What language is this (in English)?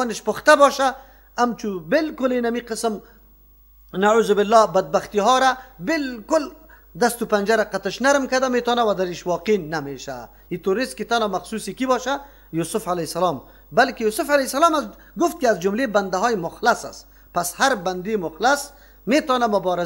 Persian